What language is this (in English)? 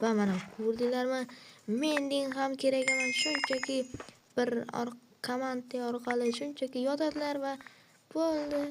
Uzbek